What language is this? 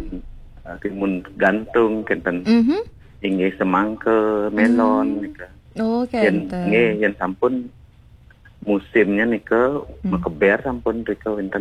Balinese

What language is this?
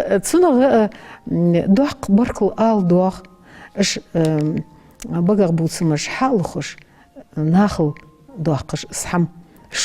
Ingush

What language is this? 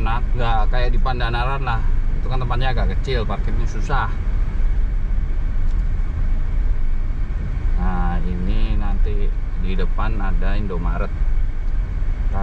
Indonesian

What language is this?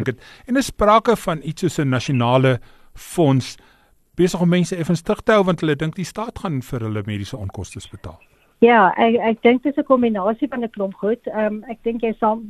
Afrikaans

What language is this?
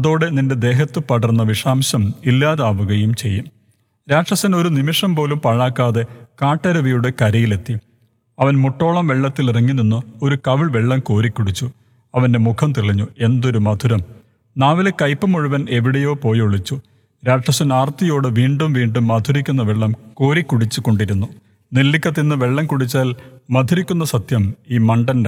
Malayalam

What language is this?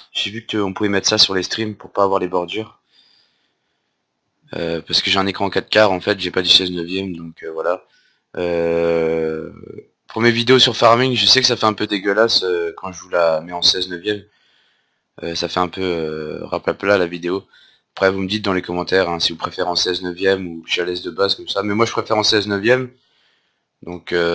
French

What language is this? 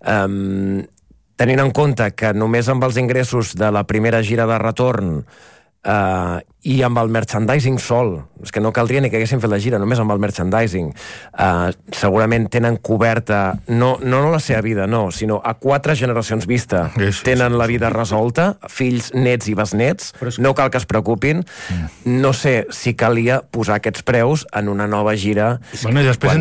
Catalan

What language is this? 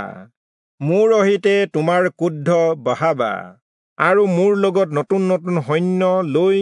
Assamese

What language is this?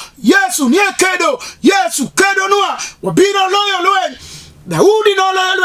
Luo (Kenya and Tanzania)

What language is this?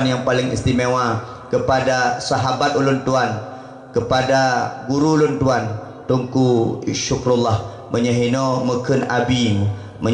Achinese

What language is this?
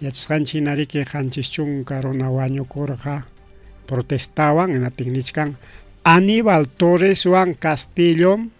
Ayacucho Quechua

